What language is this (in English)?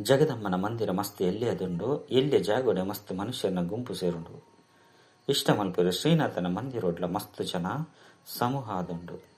Tulu